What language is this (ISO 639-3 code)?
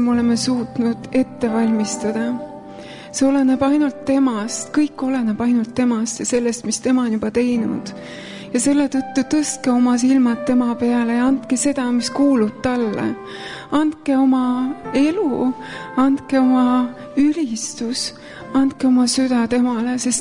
est